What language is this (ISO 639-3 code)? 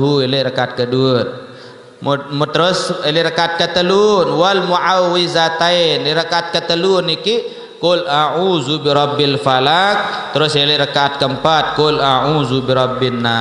sas